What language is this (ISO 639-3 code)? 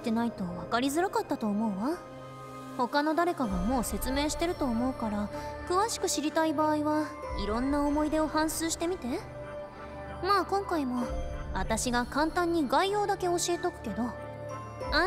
jpn